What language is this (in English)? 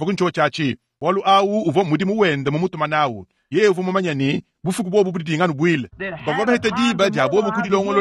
Luba-Lulua